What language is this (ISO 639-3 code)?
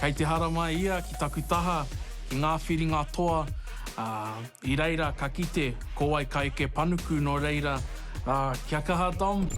mri